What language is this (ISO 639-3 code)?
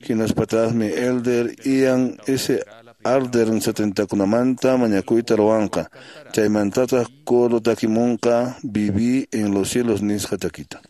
que